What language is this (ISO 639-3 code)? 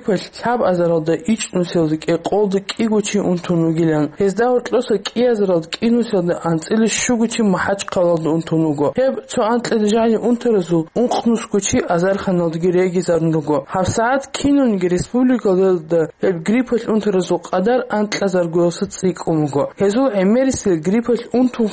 ava